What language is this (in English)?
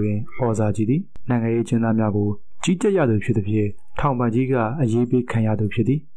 Burmese